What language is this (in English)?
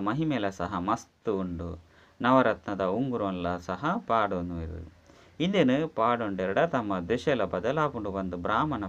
Tulu